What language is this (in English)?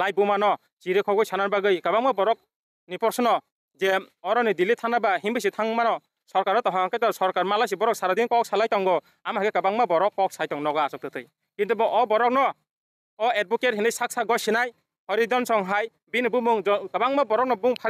Kok Borok